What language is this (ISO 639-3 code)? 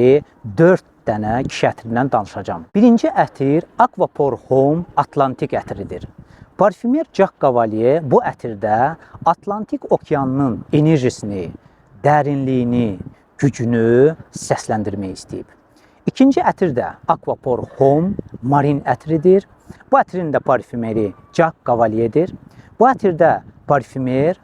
aze